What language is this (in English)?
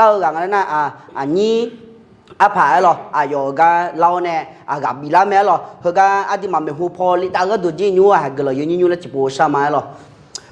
Akha